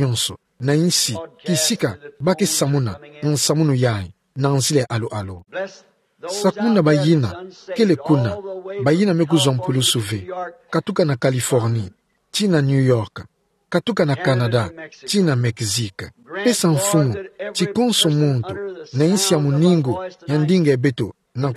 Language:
Kituba (Democratic Republic of Congo)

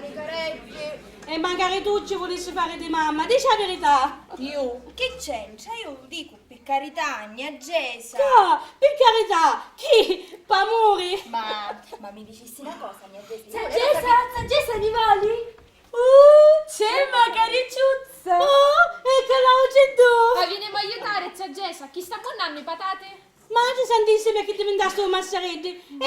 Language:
Sicilian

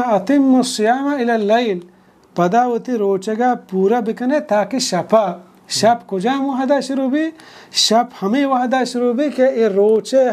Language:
Baluchi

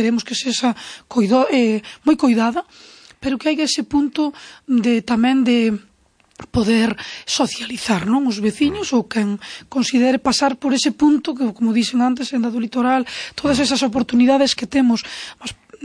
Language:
Galician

